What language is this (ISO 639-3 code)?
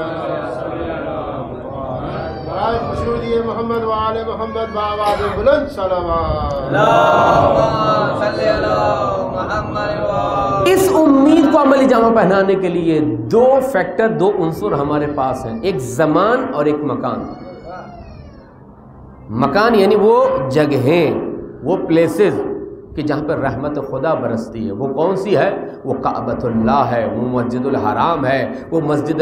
urd